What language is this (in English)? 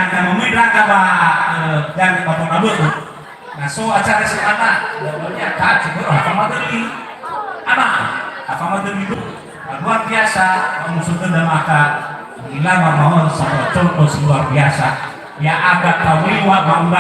Nias